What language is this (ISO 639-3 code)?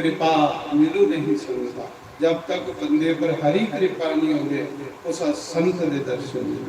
doi